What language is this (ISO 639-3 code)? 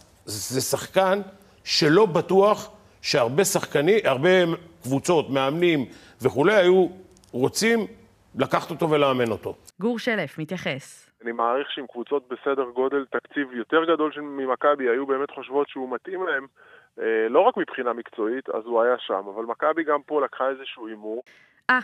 heb